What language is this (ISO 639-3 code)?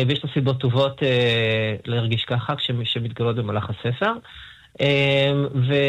heb